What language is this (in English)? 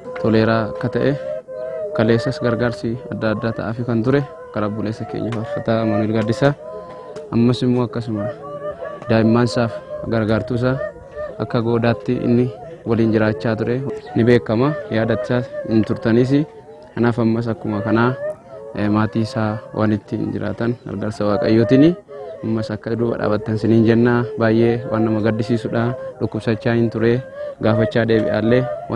Oromo